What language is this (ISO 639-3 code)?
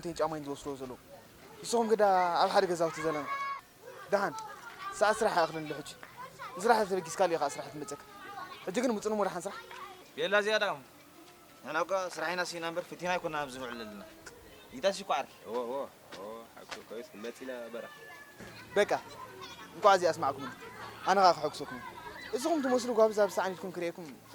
tir